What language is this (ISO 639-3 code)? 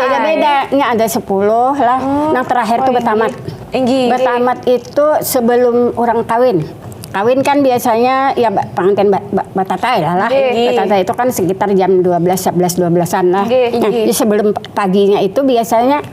bjn